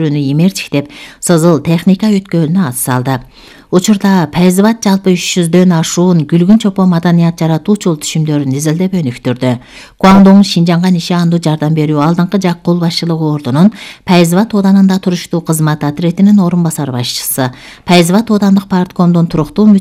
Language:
Kyrgyz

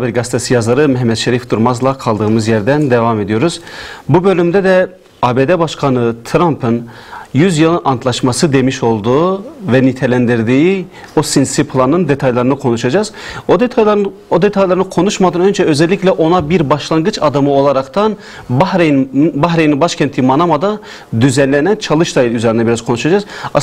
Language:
Turkish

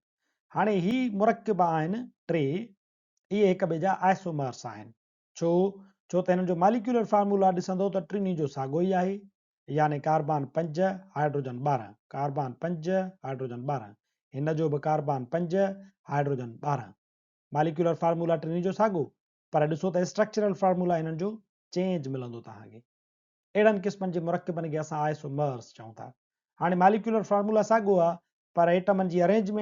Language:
Sindhi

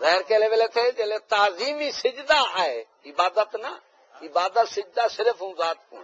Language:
Saraiki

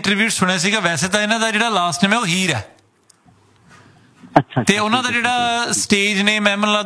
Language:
Punjabi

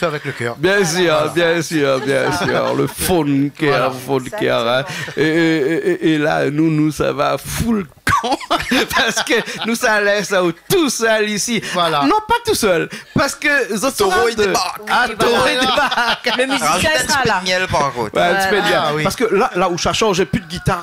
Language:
Réunion Creole French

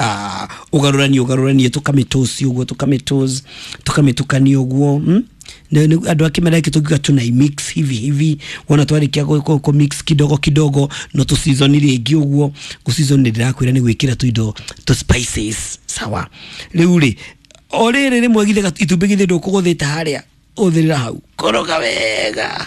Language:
Kikuyu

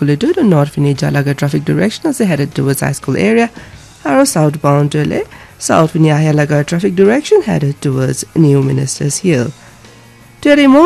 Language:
Naga Pidgin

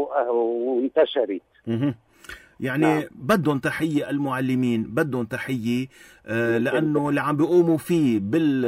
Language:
North Levantine Arabic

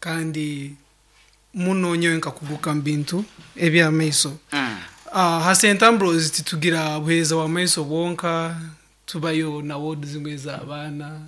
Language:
Nyankole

